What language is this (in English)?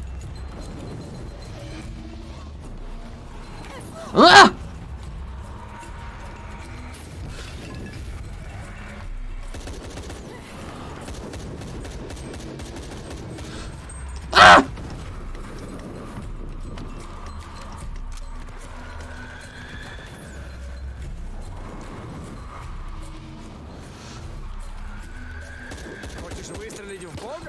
Russian